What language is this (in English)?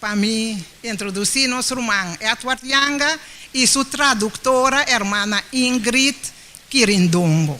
Papiamento